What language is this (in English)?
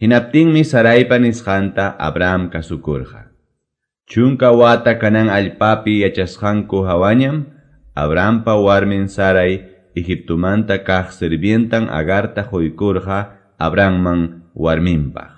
Quechua